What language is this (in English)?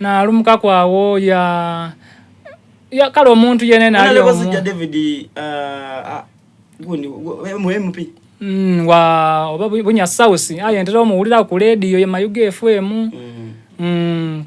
Soga